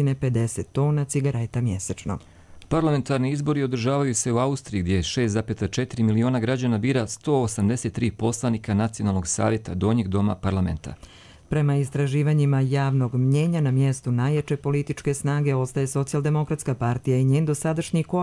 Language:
Croatian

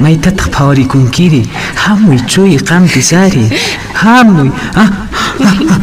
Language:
Quechua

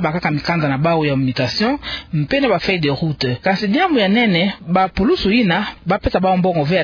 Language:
Kituba (Democratic Republic of Congo)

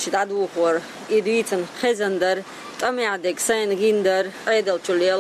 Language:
Chechen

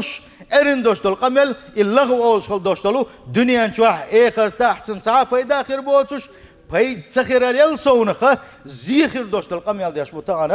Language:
Chechen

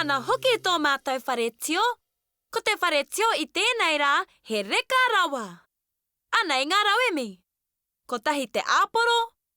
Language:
Māori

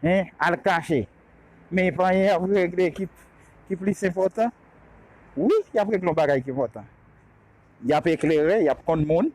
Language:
Haitian Creole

